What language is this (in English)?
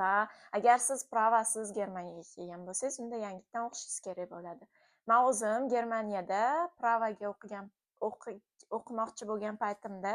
Uzbek